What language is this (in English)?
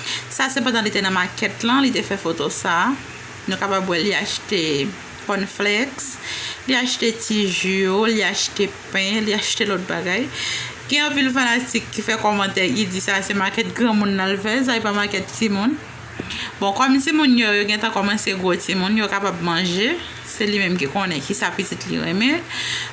Haitian Creole